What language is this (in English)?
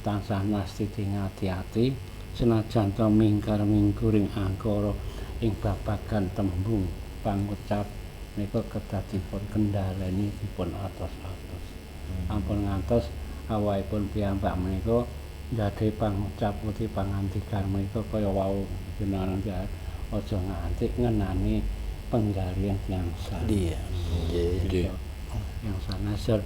Javanese